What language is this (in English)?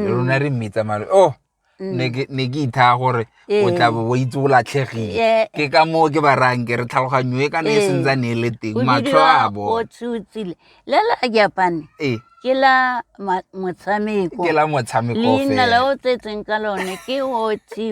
Tswana